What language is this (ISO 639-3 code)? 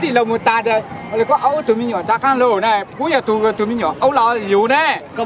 hmn